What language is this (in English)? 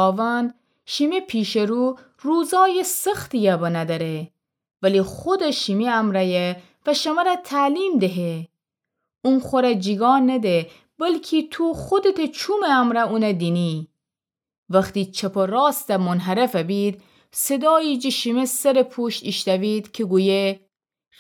Gilaki